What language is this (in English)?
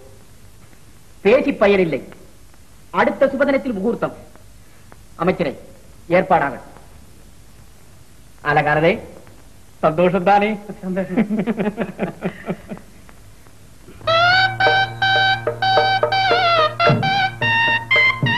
Tamil